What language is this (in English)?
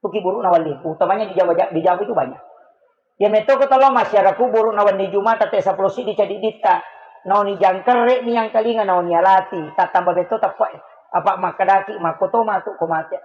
Buginese